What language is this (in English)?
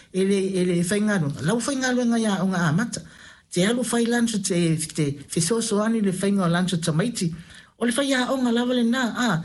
Samoan